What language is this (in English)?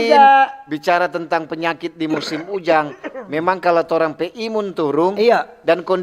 Manado Malay